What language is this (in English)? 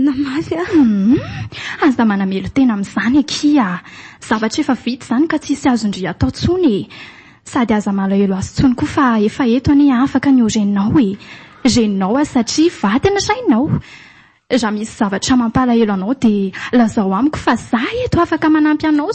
Malagasy